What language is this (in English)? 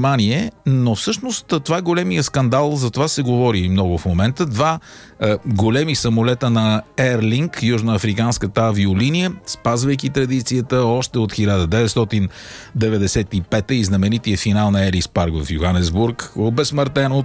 Bulgarian